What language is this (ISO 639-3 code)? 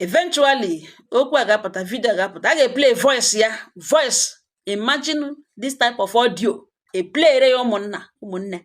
ibo